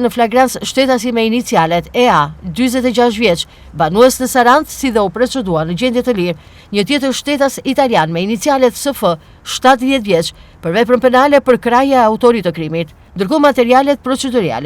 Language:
Albanian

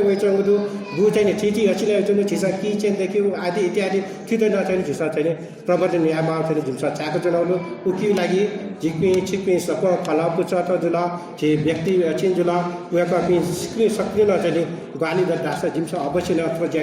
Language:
Newari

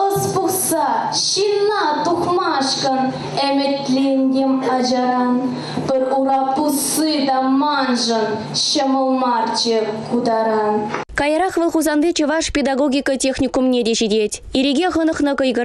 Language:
Chuvash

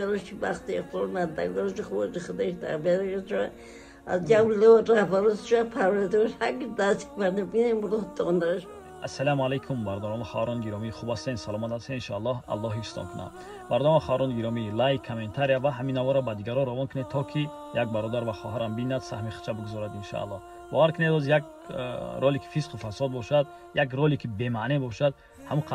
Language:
Tajik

